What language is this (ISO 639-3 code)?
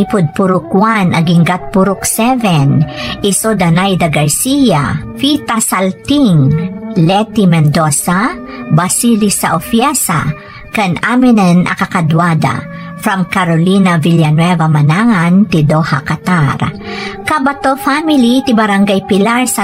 ilo